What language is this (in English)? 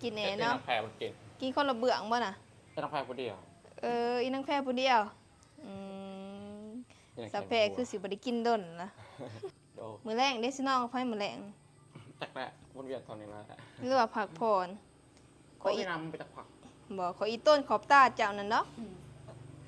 Lao